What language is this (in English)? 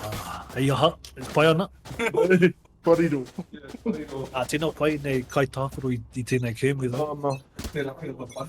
Māori